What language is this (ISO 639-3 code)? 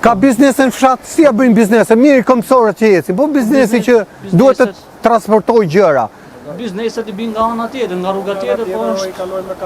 sqi